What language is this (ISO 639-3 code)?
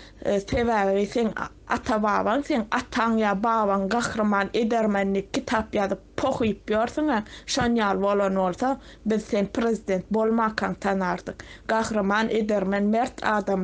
tuk